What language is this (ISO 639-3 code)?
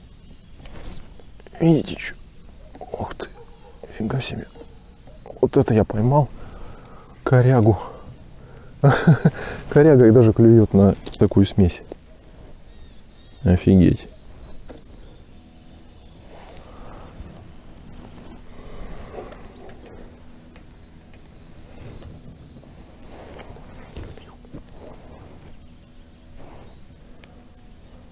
rus